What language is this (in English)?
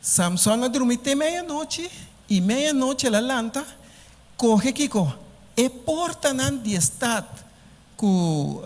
Papiamento